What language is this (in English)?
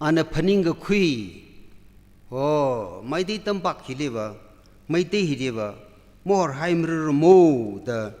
Tangkhul Naga (India)